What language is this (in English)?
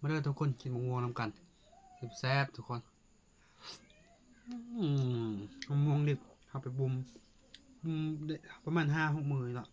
Lao